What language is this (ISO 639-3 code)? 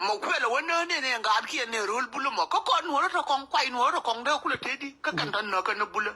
nus